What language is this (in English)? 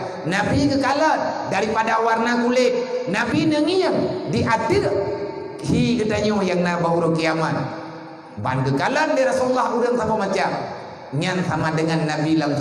Achinese